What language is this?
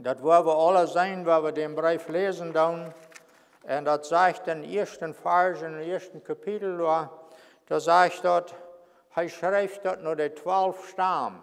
Plautdietsch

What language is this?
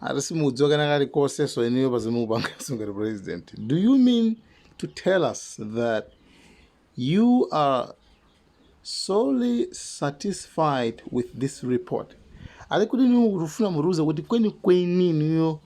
Nyanja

